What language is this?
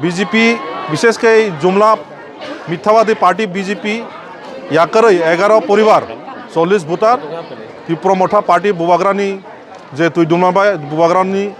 Kok Borok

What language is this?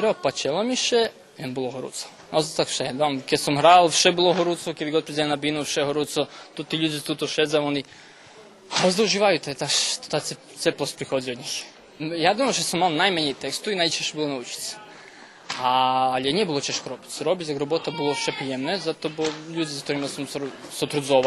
Rusyn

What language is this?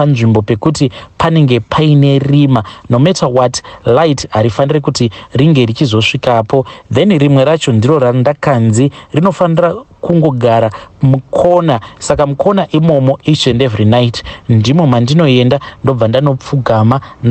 Shona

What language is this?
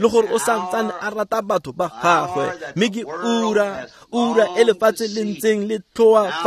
Tswana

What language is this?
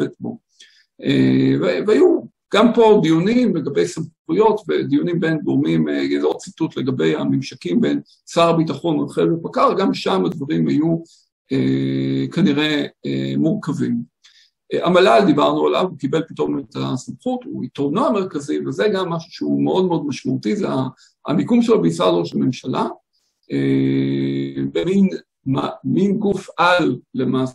Hebrew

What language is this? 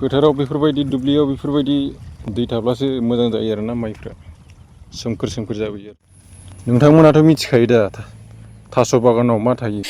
Bodo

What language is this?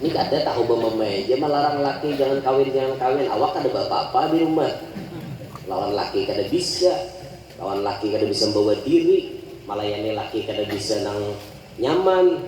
Banjar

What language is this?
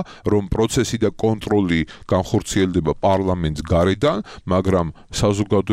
Georgian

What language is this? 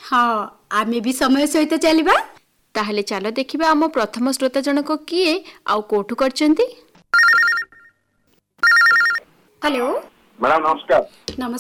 Odia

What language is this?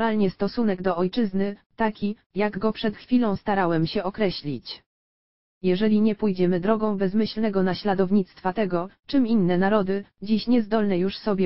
Polish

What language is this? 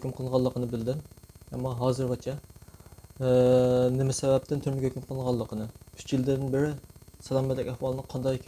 Uyghur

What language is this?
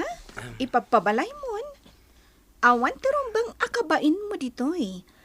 Iloko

